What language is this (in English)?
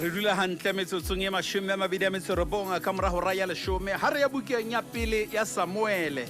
Southern Sotho